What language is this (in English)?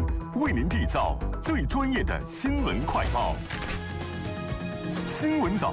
Chinese